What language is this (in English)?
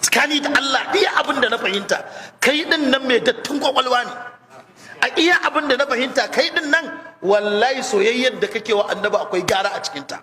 Hausa